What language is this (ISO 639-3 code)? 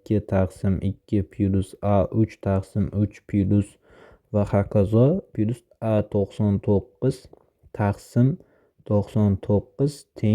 uzb